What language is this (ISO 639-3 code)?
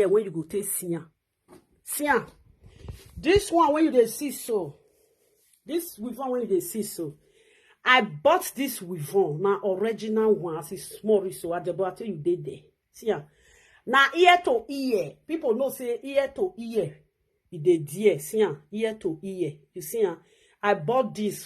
pcm